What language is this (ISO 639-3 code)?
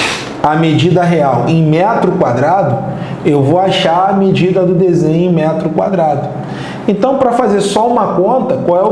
por